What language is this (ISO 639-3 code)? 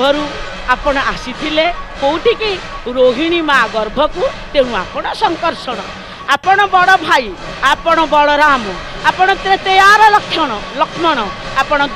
ori